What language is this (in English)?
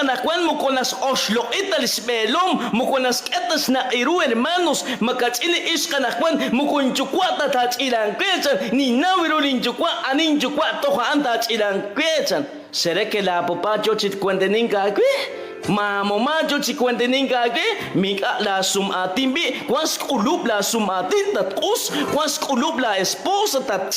Kekchí